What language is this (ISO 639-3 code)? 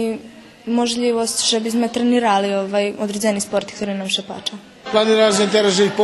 rue